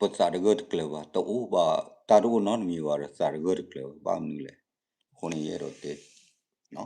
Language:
S'gaw Karen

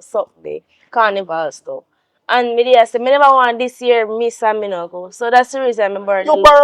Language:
Jamaican Creole English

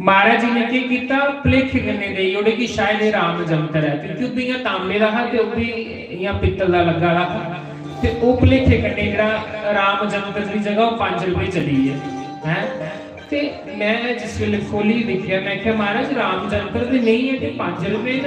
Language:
Dogri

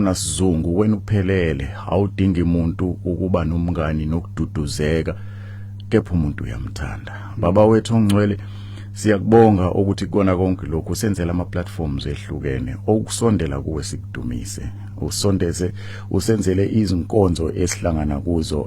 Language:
Zulu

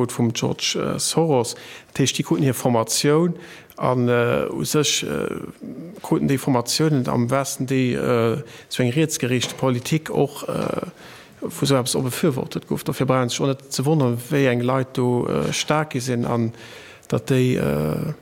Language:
Luxembourgish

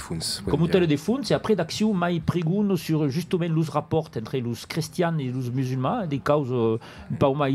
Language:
Occitan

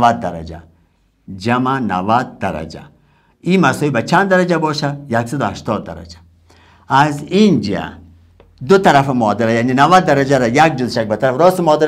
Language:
Persian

